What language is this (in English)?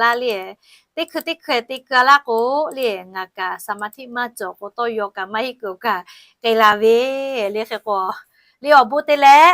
Lahu